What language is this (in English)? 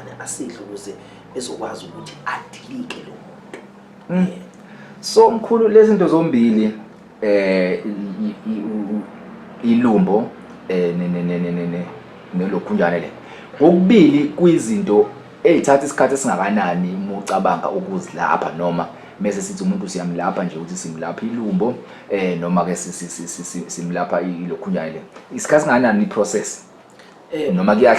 Zulu